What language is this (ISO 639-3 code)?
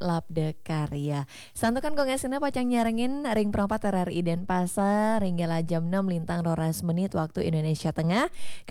ban